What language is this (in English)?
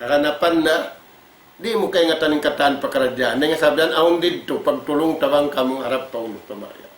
Tausug